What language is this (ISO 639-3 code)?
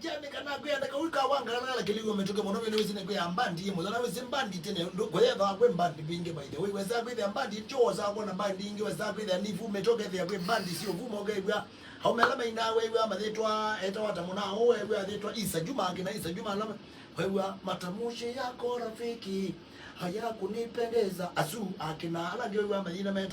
kam